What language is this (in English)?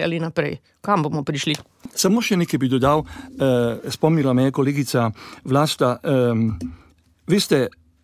Slovenian